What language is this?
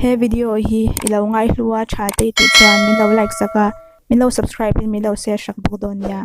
Mizo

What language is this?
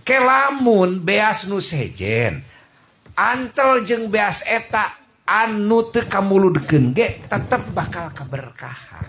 Sundanese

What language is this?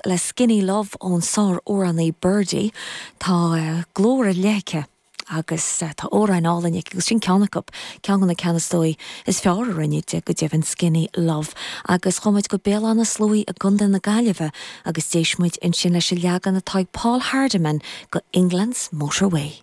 Irish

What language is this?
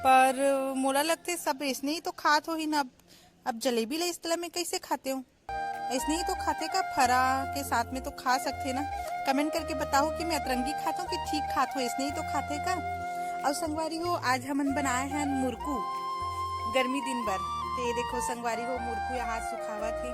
Chhattisgarhi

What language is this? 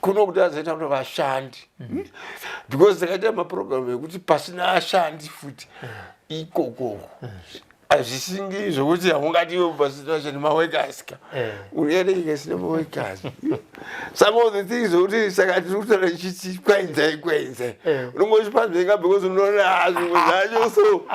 Shona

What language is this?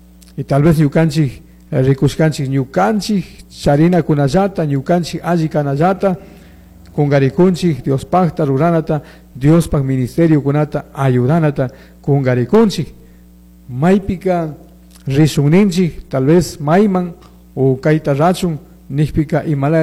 Chimborazo Highland Quichua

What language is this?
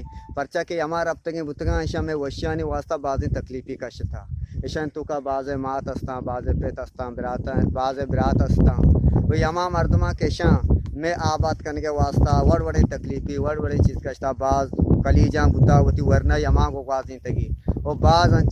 Eastern Balochi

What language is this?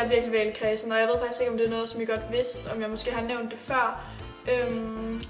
Danish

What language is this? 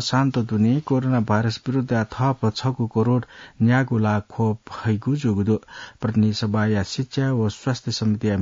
Newari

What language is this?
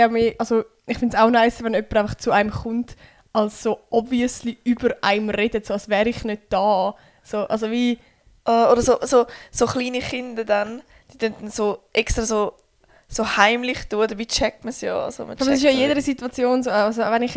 Swiss German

